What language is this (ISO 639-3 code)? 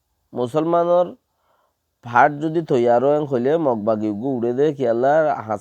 rhg